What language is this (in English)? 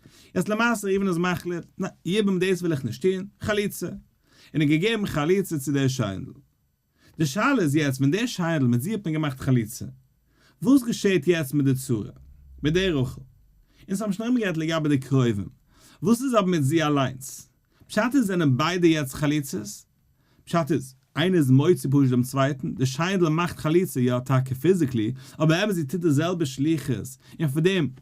Yiddish